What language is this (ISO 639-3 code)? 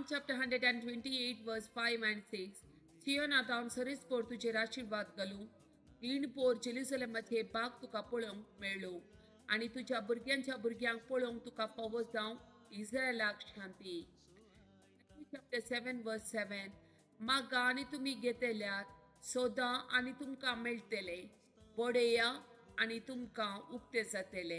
kok